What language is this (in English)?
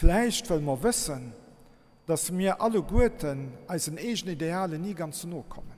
Luxembourgish